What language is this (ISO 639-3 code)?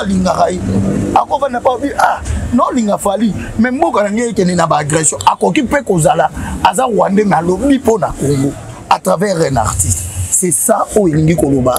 lin